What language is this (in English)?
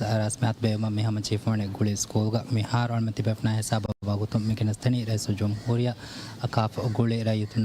Divehi